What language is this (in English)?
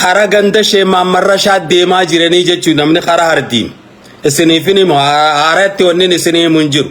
Oromo